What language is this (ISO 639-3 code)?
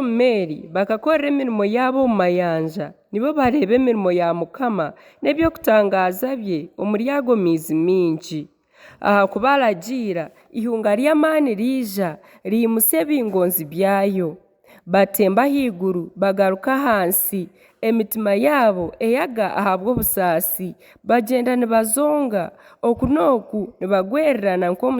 nyn